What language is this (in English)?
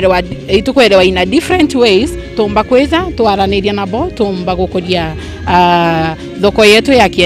Meru